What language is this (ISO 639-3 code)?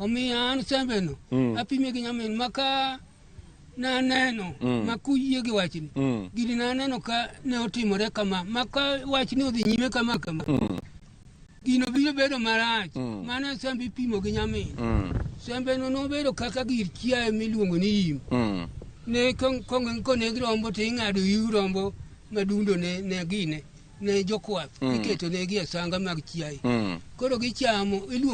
luo